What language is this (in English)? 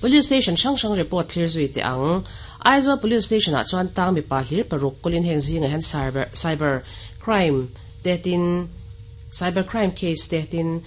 Mizo